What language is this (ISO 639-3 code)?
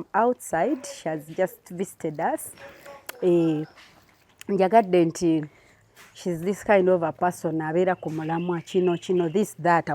lug